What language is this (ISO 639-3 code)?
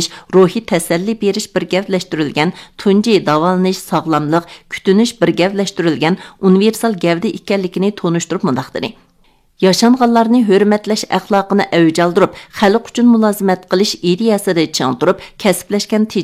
uig